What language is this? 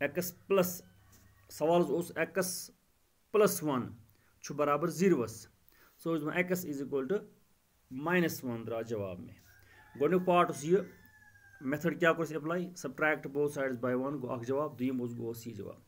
Kashmiri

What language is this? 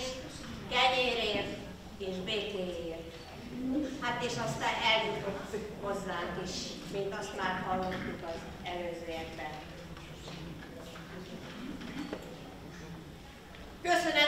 Hungarian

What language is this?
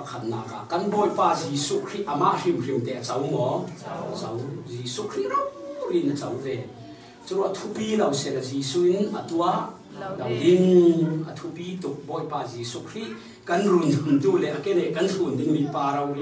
Falam Chin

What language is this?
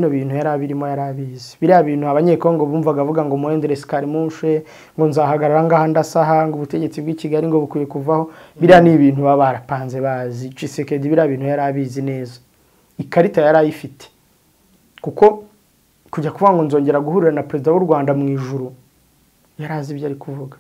Kinyarwanda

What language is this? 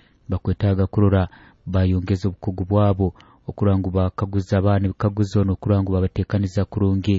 Nyoro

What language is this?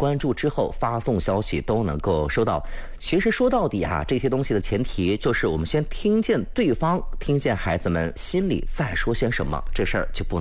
Chinese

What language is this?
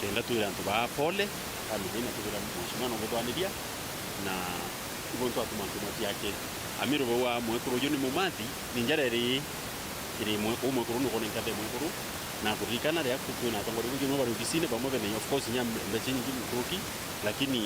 Meru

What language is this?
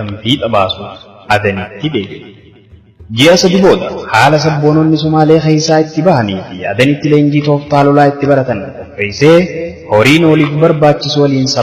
Oromo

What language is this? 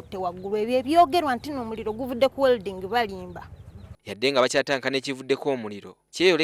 Ganda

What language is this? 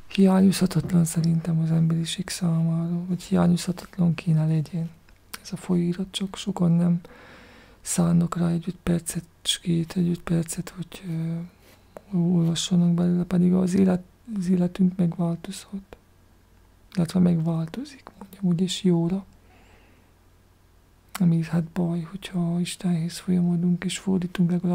Hungarian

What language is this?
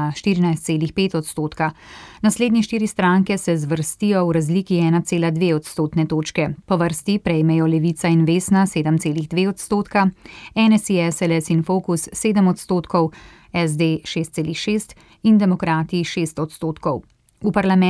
Slovenian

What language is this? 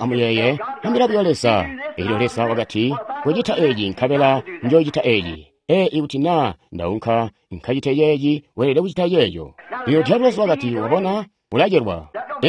Tonga (Zambia)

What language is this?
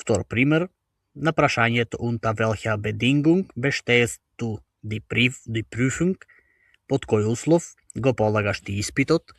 Macedonian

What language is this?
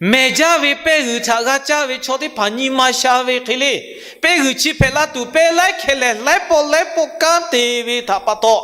Lahu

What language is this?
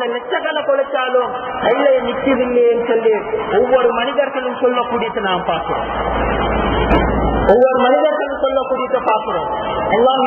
Tamil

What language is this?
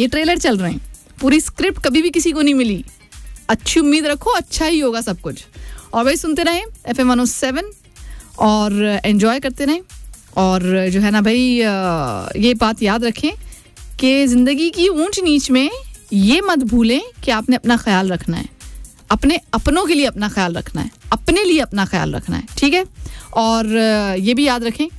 Hindi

